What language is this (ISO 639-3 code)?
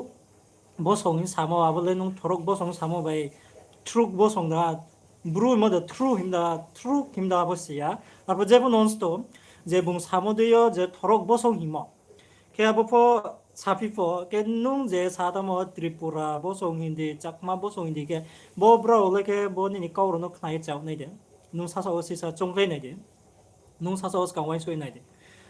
ria